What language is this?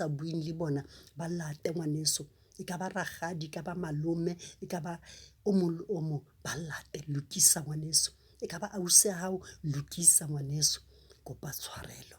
Southern Sotho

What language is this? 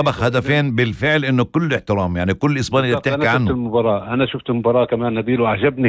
North Levantine Arabic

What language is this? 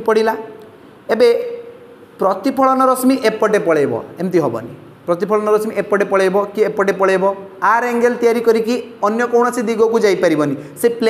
Odia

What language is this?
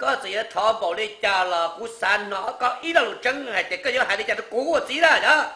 Hmong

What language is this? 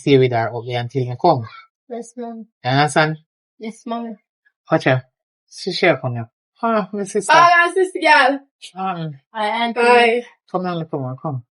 Jamaican Creole English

